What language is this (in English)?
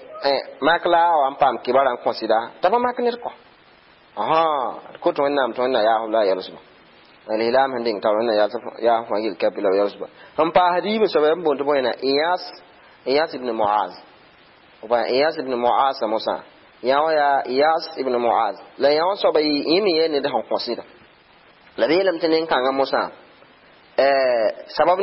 Mossi